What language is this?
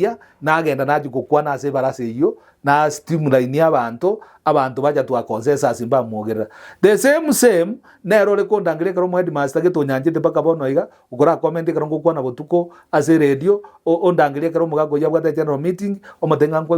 Gusii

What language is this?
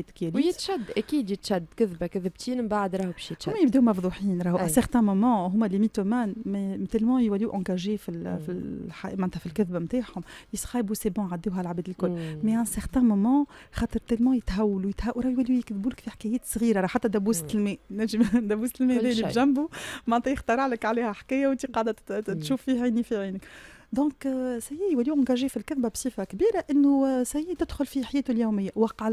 Tunisian Arabic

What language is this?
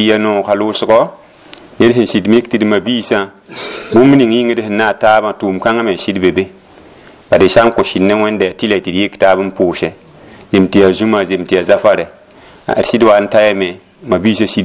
Mossi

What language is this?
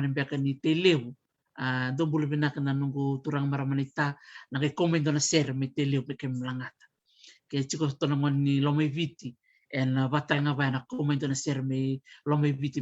Fijian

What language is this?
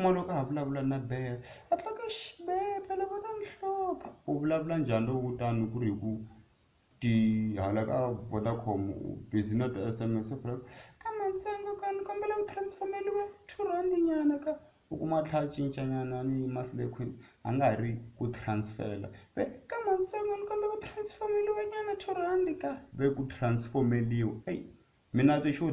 Tsonga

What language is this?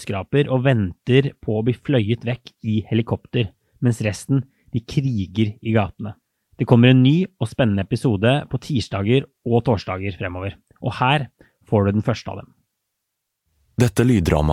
Norwegian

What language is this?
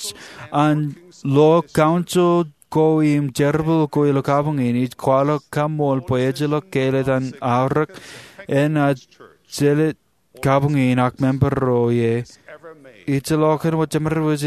Marshallese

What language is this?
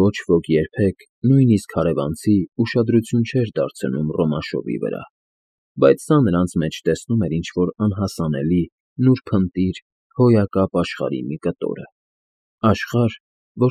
Armenian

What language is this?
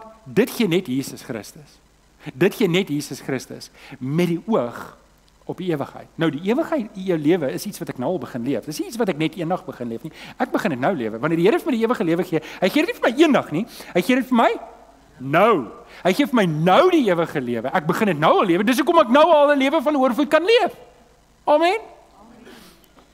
Afrikaans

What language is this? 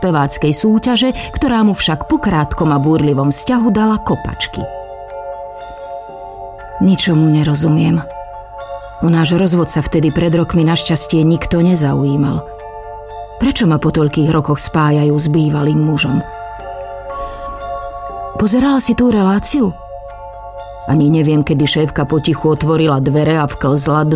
Slovak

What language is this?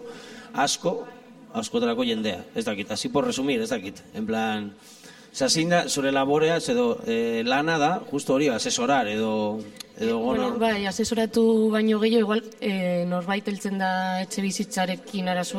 Basque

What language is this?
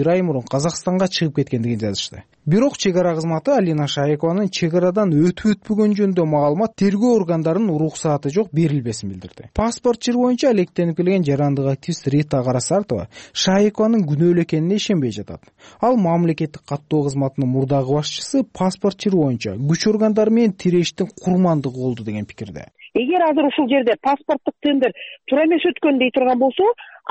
Kyrgyz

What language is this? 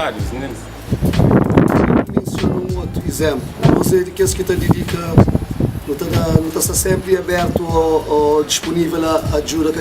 Kabuverdianu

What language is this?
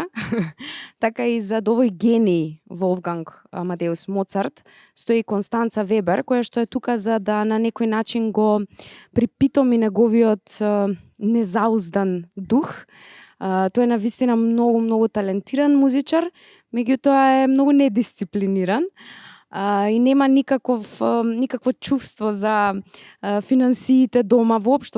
Macedonian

